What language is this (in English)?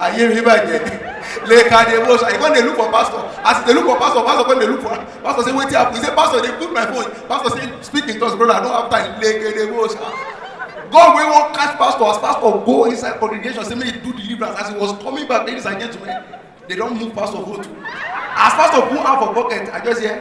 Nigerian Pidgin